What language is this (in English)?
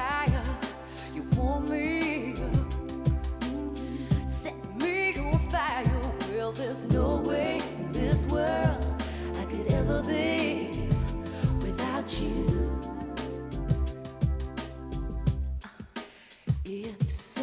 English